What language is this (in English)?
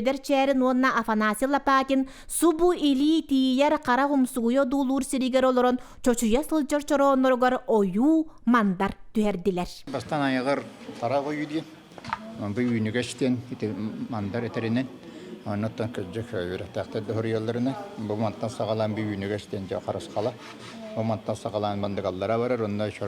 Yakut